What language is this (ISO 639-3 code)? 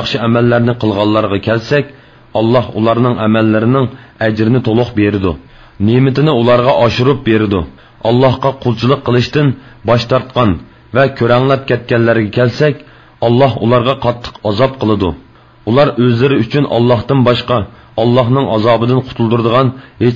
uig